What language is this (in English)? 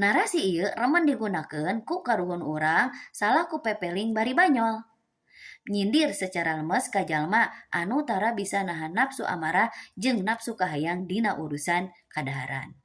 Sundanese